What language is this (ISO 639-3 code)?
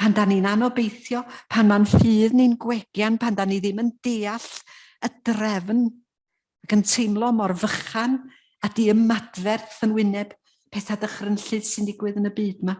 cym